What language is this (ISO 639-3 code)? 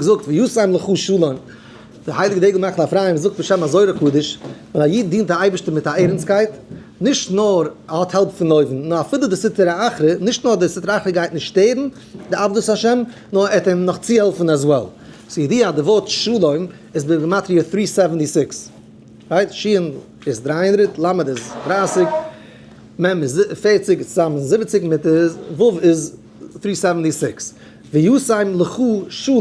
yid